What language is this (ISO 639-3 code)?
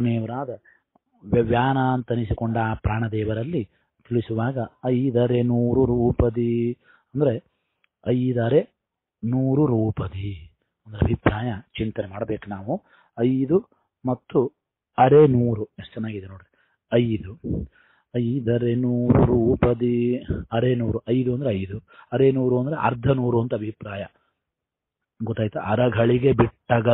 kan